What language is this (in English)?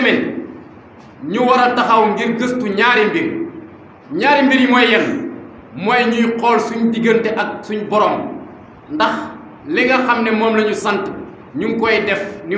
Wolof